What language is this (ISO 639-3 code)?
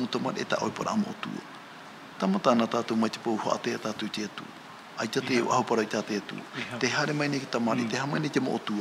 tah